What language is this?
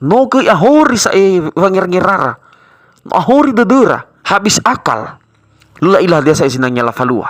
Nias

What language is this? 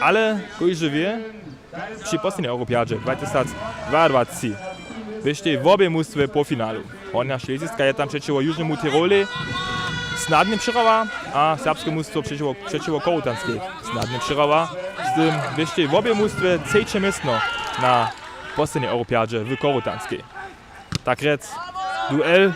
Upper Sorbian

